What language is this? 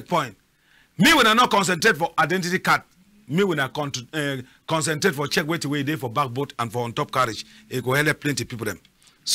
Cameroon Pidgin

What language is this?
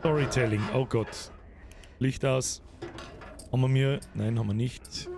Bavarian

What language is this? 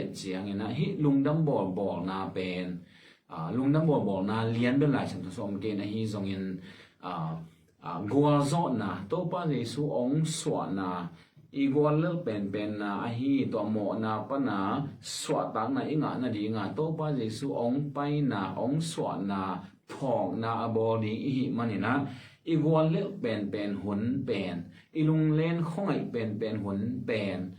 Tedim Chin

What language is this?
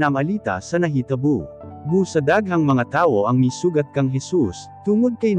Cebuano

